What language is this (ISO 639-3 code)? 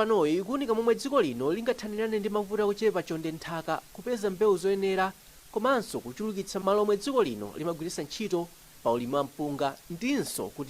nya